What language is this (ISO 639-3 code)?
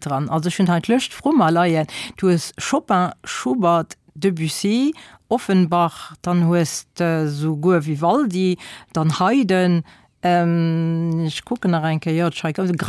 ltz